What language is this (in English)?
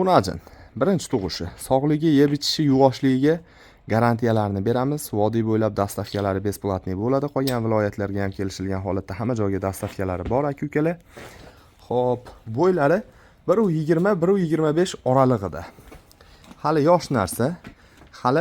Uzbek